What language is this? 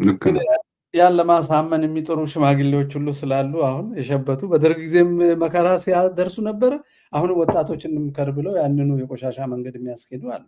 Amharic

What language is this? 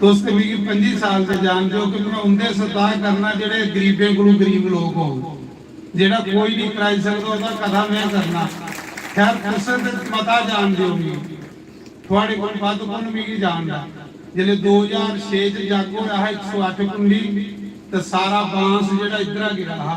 Dogri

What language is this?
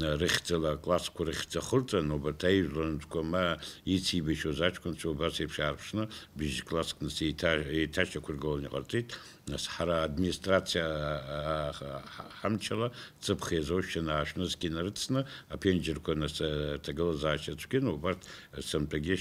Abkhazian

